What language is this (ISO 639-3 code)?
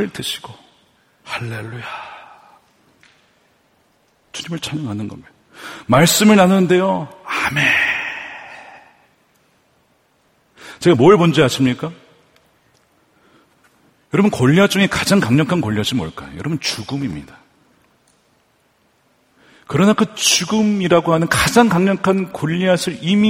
kor